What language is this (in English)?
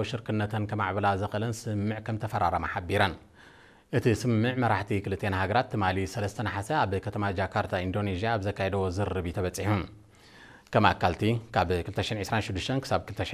Tigrinya